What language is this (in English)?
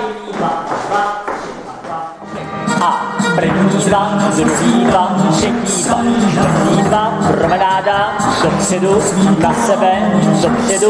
Czech